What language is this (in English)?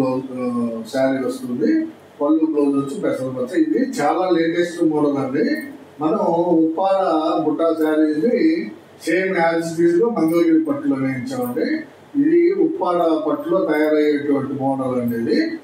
Telugu